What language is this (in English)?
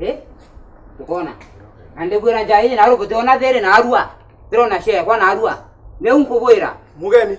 Meru